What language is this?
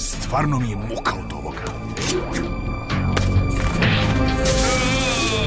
Serbian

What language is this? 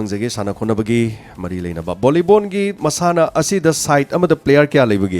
Manipuri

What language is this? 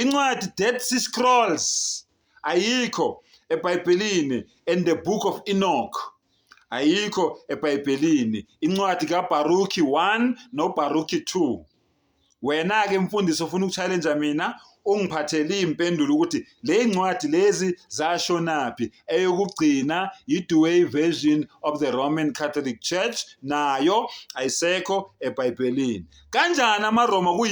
Zulu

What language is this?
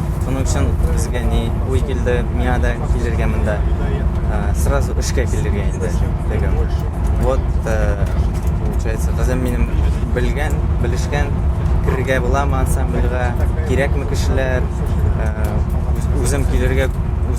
Tatar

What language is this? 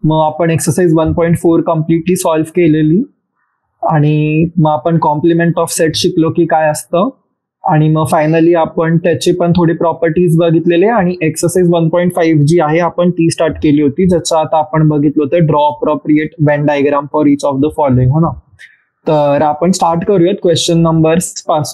Marathi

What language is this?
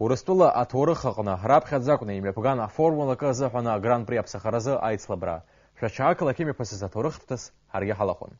Abkhazian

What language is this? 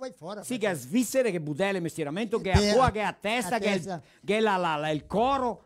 Venetian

